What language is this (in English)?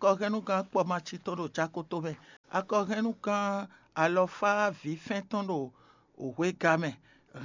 Fon